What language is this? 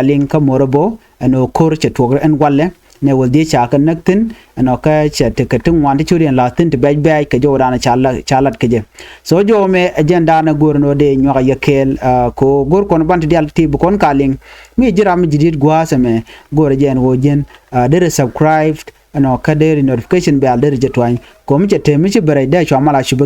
Nuer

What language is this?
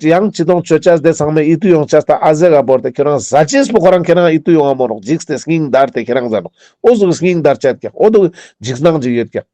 Ladakhi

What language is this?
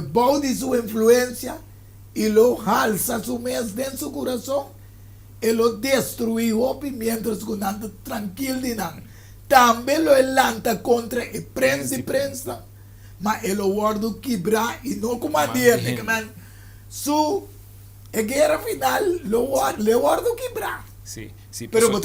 Papiamento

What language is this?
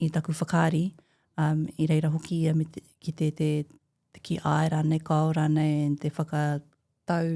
Māori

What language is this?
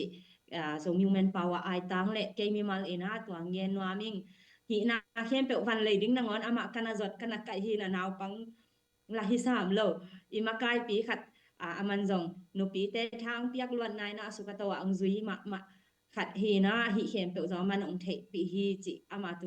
Tedim Chin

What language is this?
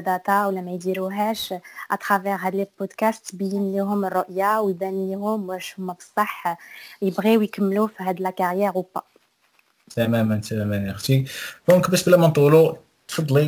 Moroccan Arabic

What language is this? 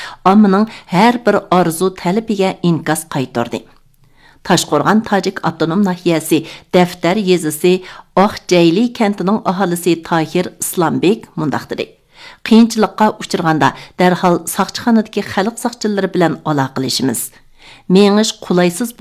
Uyghur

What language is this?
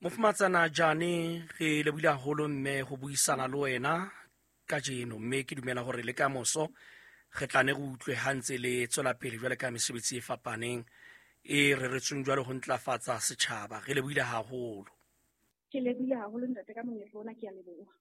Southern Sotho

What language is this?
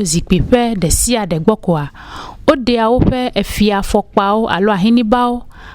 Ewe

